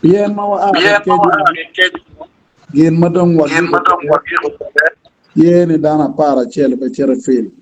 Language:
Acoli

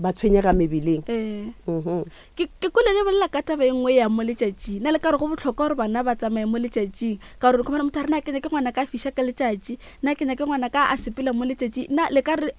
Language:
Northern Sotho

